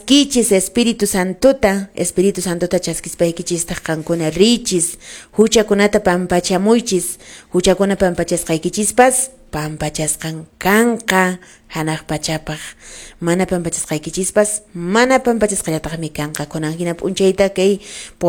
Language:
Quechua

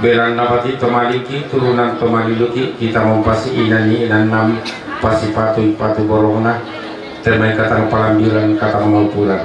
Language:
Toraja-Sa'dan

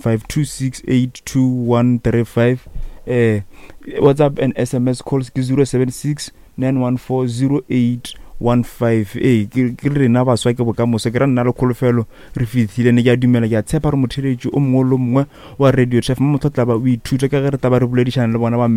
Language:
Northern Sotho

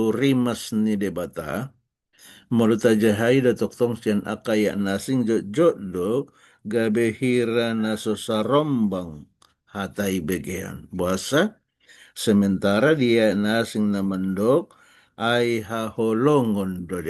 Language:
Batak Toba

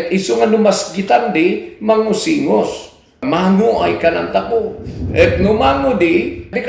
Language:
Kankanaey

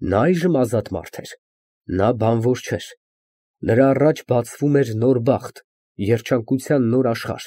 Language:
Armenian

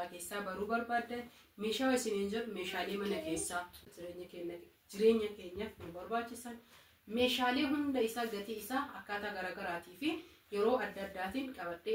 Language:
Oromo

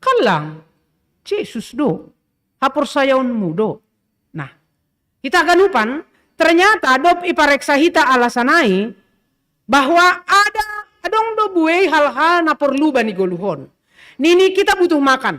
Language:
Batak Simalungun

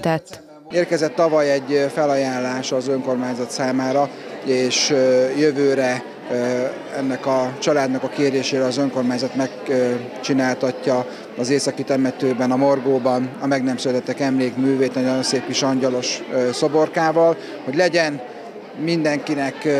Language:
Hungarian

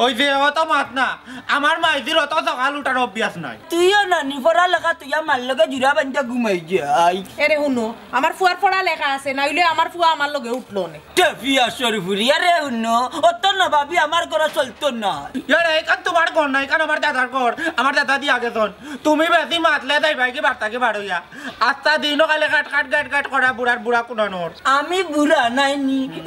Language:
Sylheti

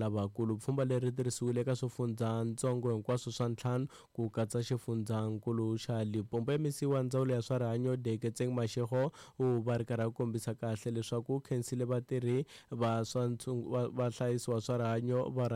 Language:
Tsonga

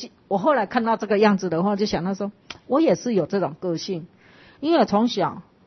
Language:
Chinese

